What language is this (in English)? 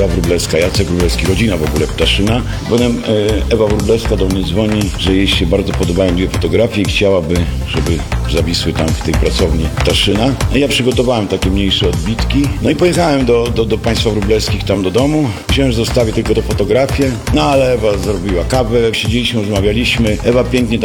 Polish